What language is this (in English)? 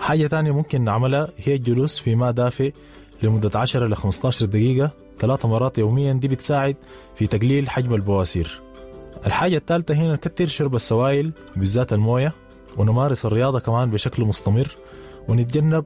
Sudanese Arabic